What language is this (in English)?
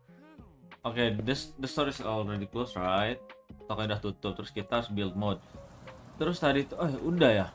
Indonesian